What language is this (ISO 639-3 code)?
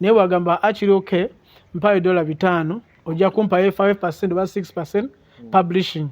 lug